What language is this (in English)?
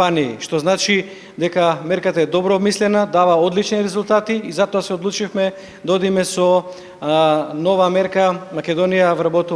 Macedonian